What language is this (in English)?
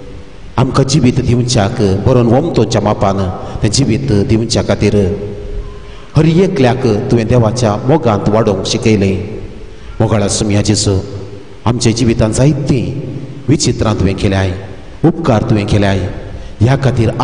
Konkani